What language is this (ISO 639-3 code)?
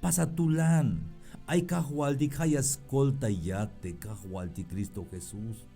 tzh